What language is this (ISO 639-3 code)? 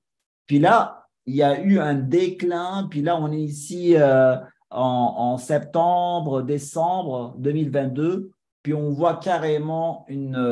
fra